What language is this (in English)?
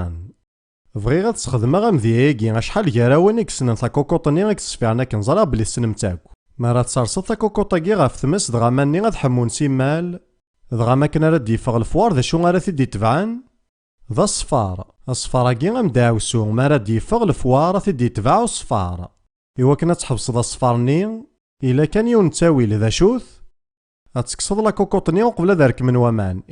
Kabyle